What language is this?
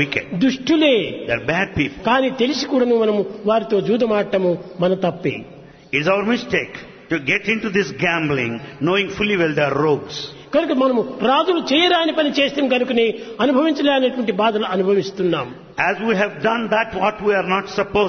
Telugu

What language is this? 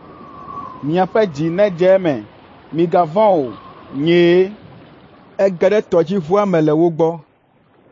Ewe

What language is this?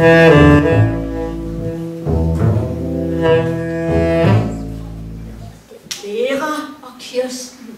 Danish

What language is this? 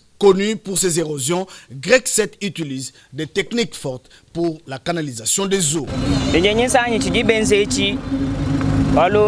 Luba-Lulua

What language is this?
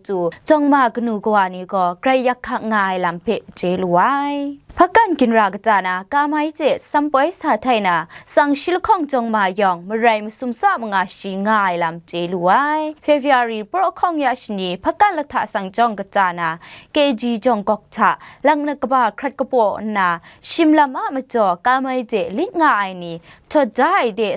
Kachin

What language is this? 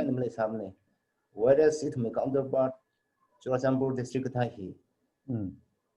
Tangkhul Naga (India)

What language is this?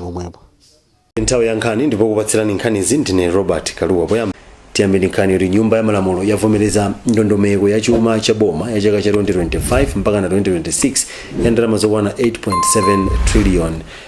Nyanja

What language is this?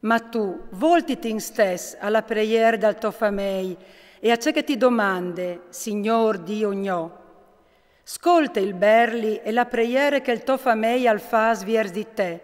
Friulian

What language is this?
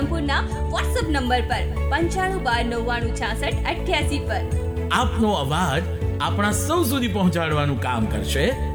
Gujarati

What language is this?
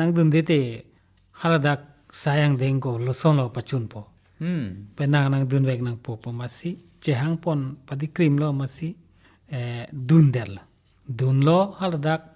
Karbi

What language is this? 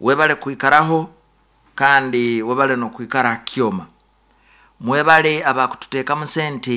Nyoro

